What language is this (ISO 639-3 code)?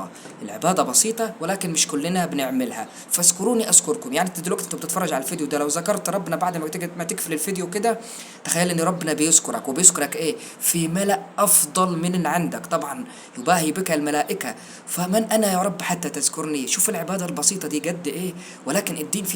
arz